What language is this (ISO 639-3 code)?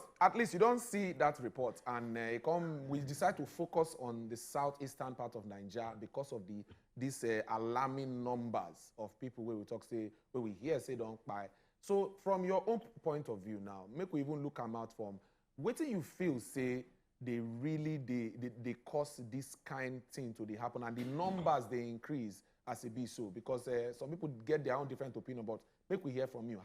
pcm